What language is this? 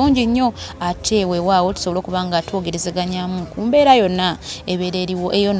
Ganda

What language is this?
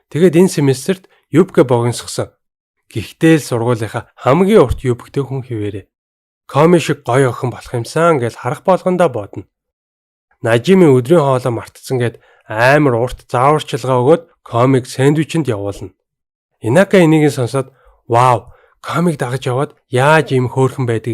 Mongolian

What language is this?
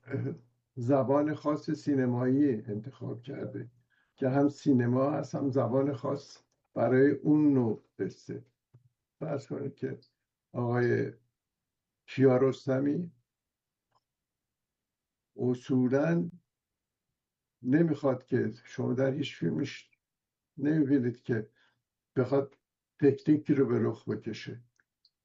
Persian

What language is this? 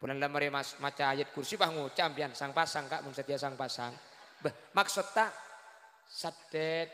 Madurese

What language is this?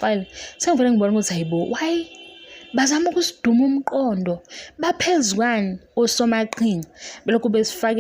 Zulu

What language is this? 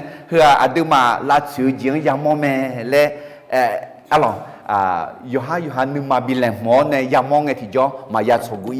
Akha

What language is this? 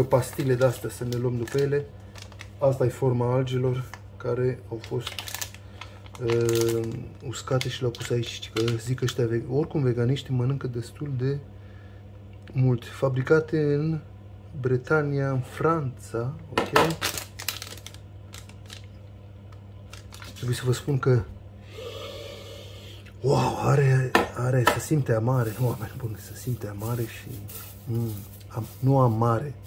Romanian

